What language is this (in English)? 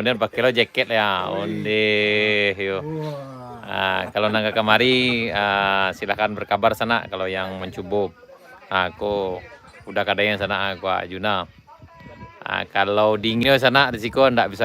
Minangkabau